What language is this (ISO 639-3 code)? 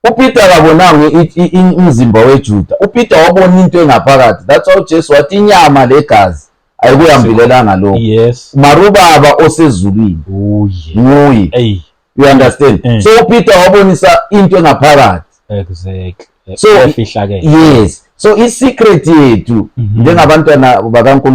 zul